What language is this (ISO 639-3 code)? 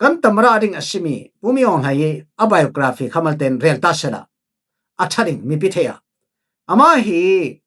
cfm